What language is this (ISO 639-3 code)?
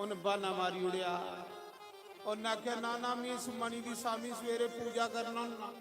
doi